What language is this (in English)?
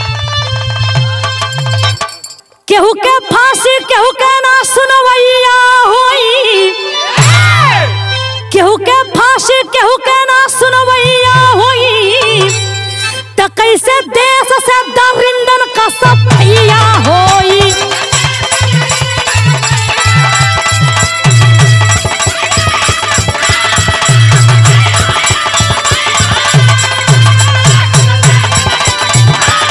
Bhojpuri